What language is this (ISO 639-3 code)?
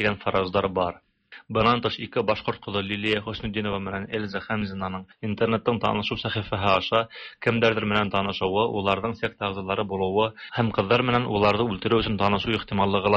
tat